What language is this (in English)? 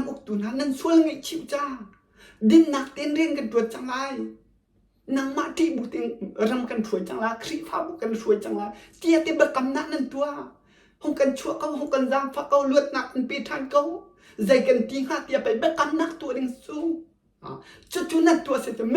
Hakha Chin